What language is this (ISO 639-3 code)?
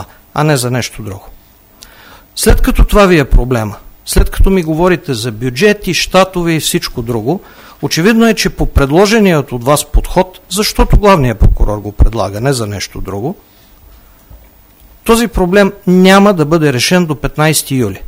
bul